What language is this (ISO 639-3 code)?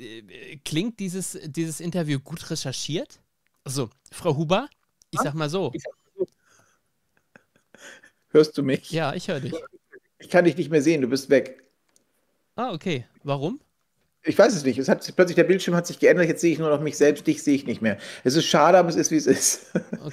deu